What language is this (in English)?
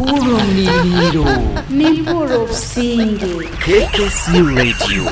Kinyarwanda